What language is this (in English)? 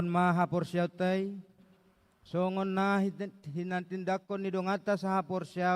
Batak Toba